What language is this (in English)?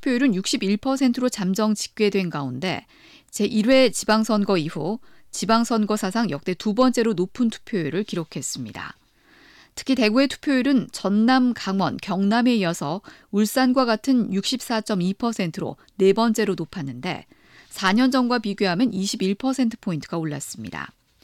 Korean